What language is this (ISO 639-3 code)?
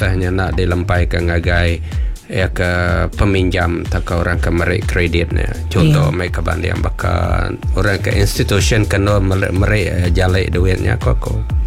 iba